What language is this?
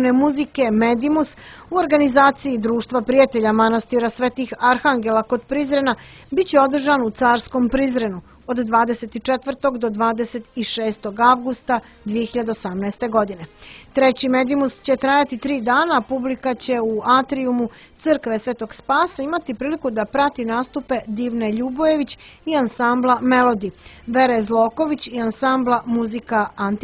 Serbian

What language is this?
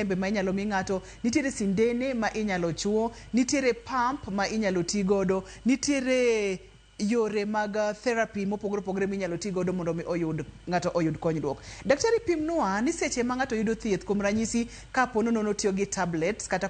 Luo (Kenya and Tanzania)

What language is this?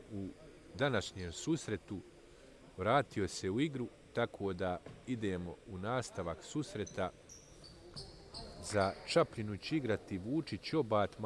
Bosnian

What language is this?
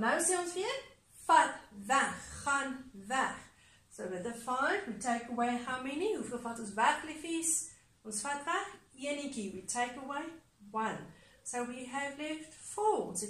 Afrikaans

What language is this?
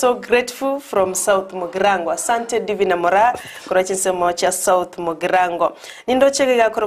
Gusii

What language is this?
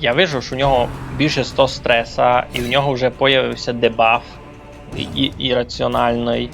Rusyn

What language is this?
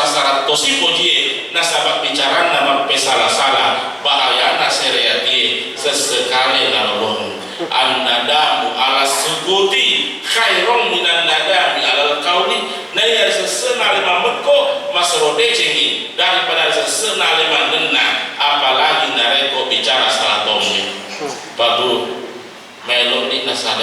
Buginese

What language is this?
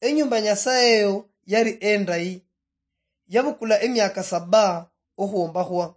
Luyia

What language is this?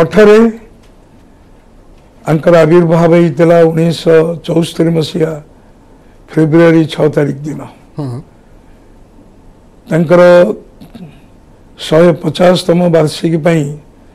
Odia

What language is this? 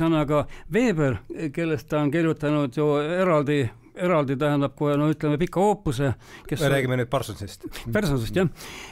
Estonian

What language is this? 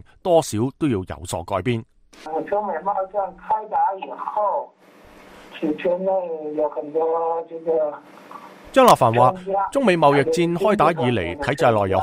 Cantonese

